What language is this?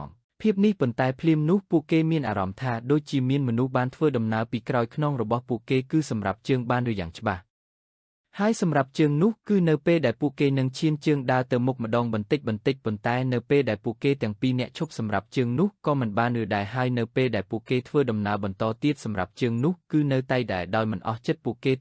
Khmer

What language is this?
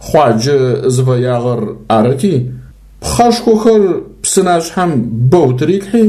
Adyghe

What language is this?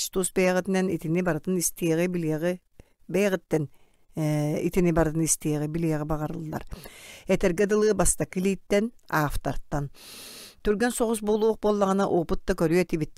Yakut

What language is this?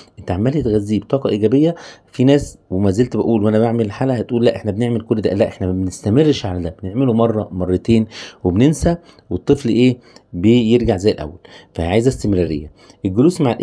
Egyptian Arabic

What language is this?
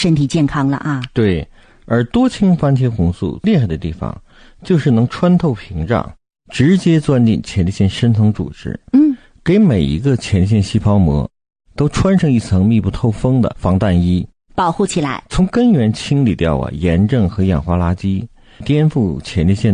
Chinese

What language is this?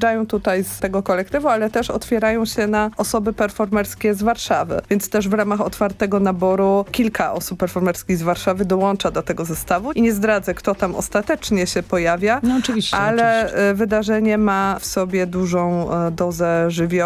Polish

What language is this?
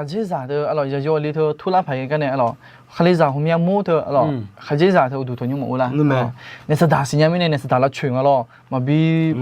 Akha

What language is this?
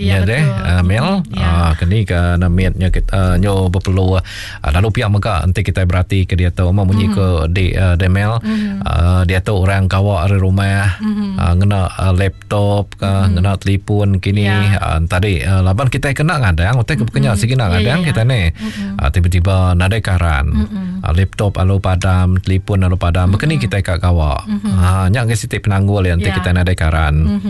Iban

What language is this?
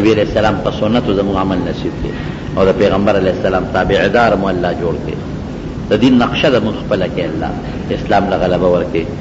Pashto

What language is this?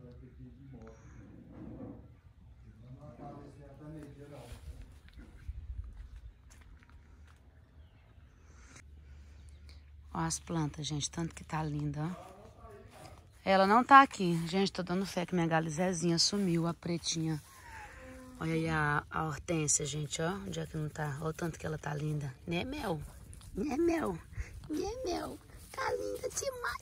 Portuguese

